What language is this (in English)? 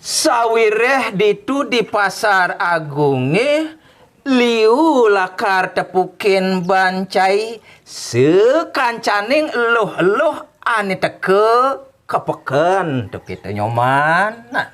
Balinese